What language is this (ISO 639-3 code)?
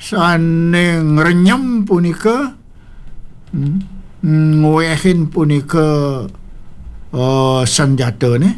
ban